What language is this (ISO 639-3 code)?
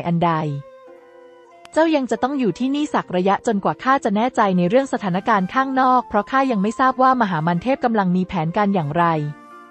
tha